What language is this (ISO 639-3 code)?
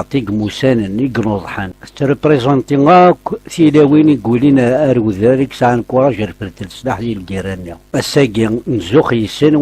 kab